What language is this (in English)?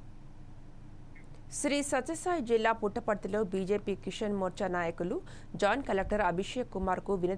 Telugu